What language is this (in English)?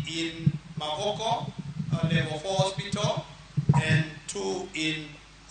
Luo (Kenya and Tanzania)